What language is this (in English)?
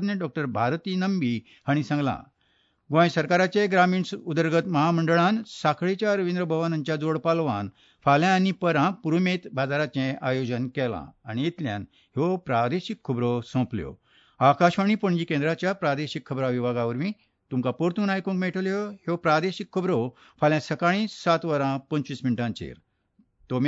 Konkani